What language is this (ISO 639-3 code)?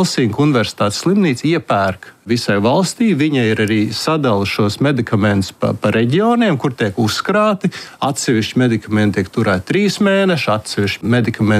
lav